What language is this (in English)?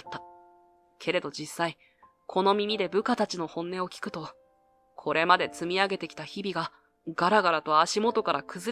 Japanese